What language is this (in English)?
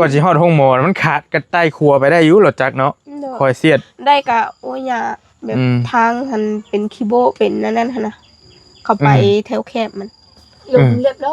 Northeastern Thai